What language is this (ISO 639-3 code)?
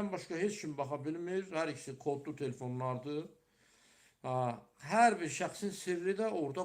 aze